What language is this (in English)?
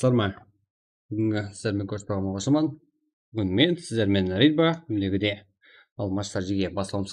Kara-Kalpak